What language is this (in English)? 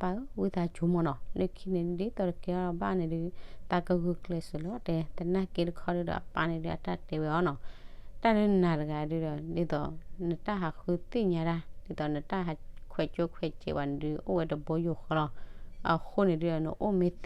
S'gaw Karen